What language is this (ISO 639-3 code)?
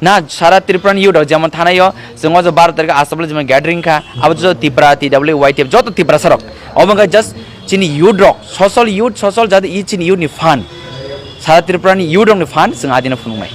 trp